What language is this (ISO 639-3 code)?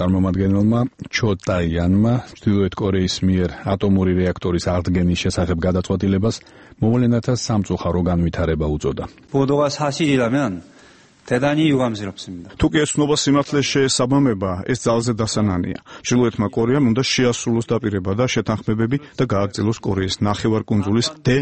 kat